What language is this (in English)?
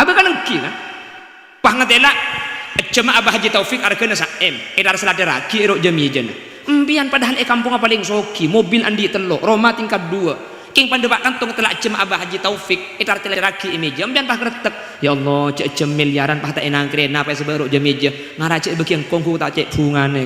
Madurese